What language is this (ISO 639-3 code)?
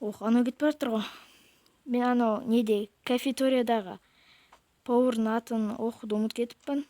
kaz